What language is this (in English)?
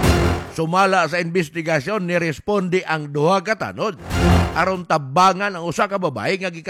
Cebuano